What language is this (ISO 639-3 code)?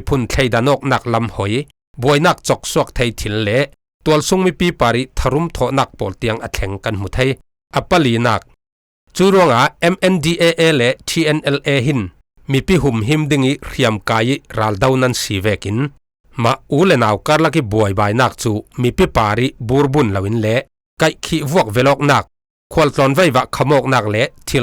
cfm